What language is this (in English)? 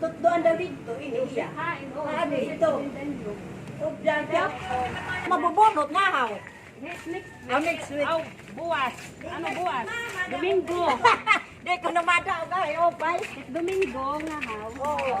Waray